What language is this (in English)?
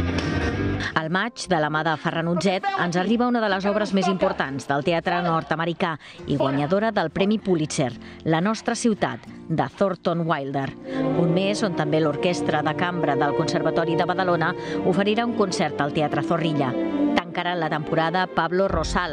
Catalan